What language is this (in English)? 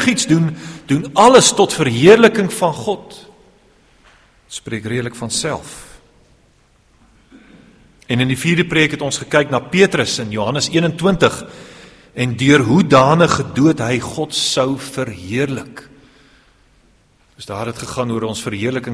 Afrikaans